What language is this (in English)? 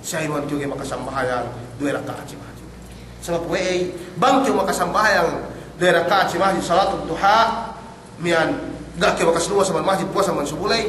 Yakan